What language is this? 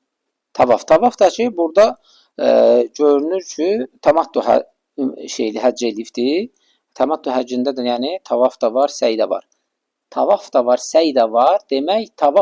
Azerbaijani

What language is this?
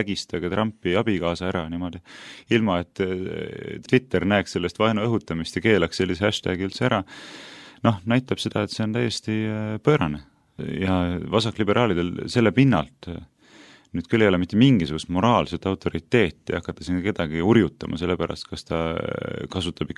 Estonian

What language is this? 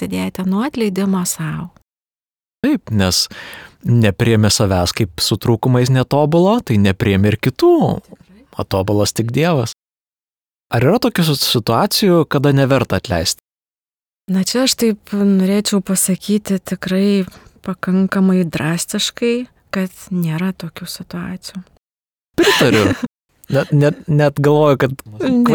Lithuanian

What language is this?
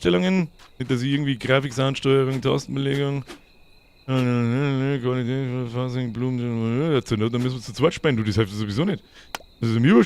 Bavarian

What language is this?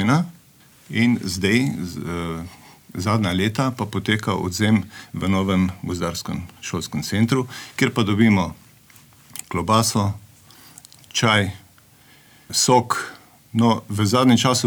Slovenian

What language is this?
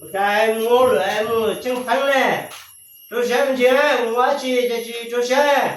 Hmong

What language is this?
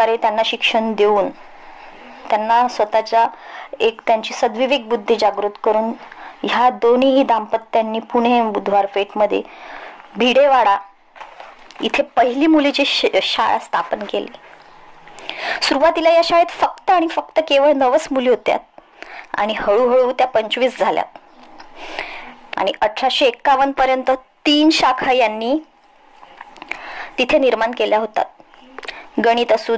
Marathi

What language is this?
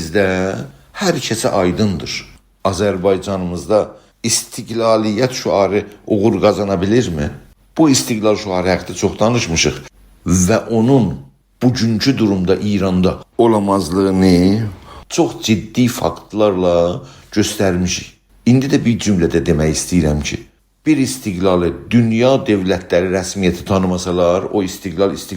South Azerbaijani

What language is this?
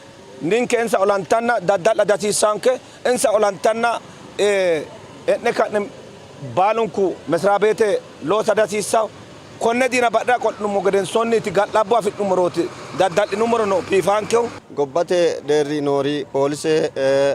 Sidamo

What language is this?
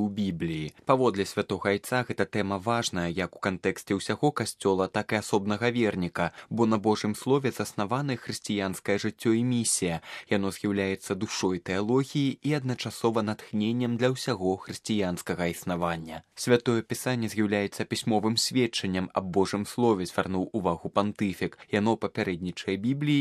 Belarusian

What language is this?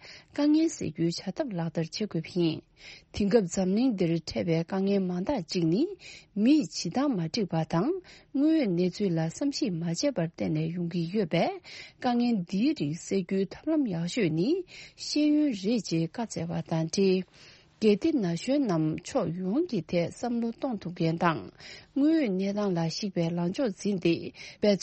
Tibetan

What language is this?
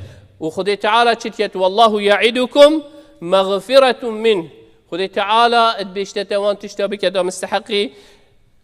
Kurdish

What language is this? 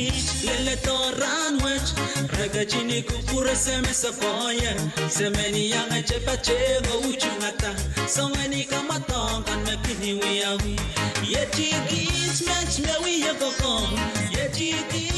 Pohnpeian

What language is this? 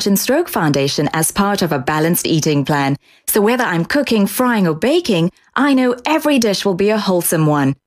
English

